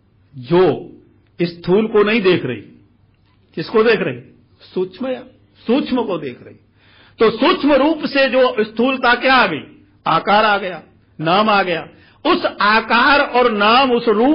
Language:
Hindi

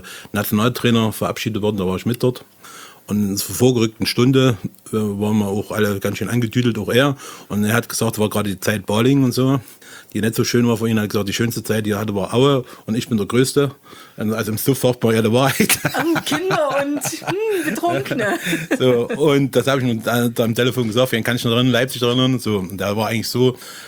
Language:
German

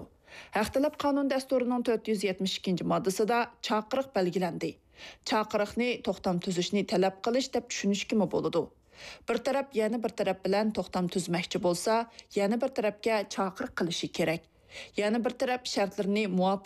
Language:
Uyghur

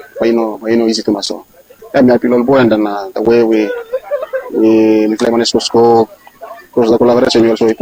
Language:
Bislama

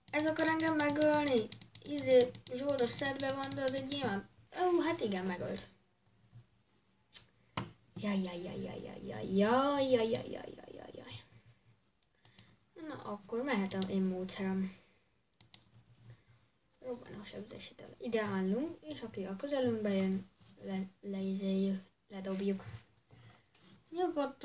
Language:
Hungarian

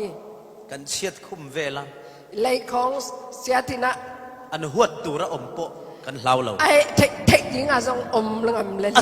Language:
Falam Chin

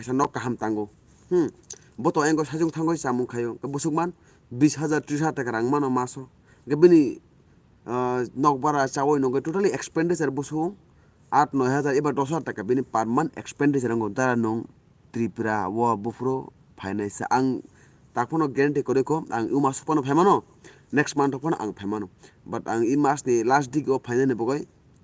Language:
Kok Borok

